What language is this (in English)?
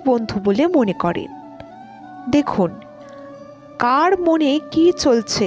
Bangla